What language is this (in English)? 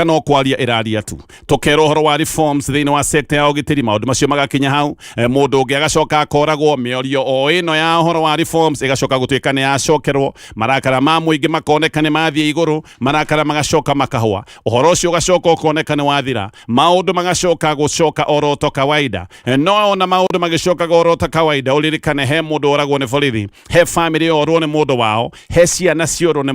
Kikuyu